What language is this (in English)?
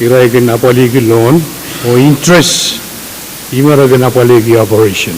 Pohnpeian